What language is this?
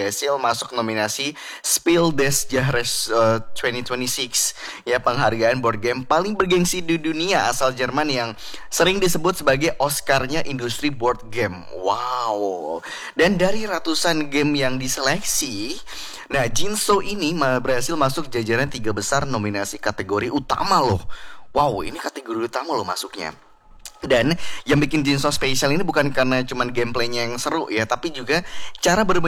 Indonesian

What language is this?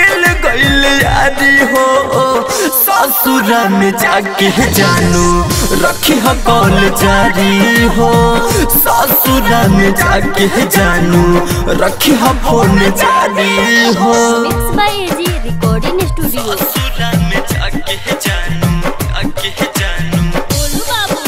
Bhojpuri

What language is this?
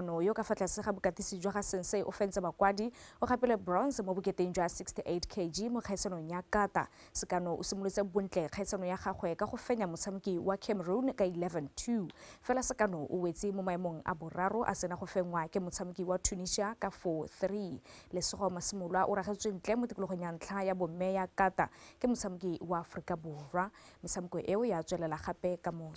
Tswana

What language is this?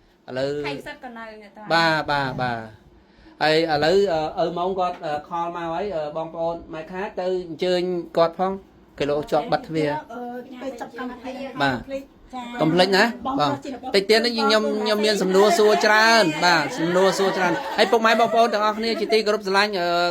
Khmer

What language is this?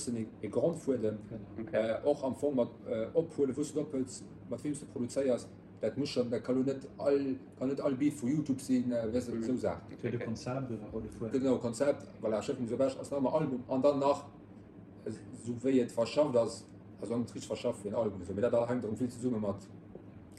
Luxembourgish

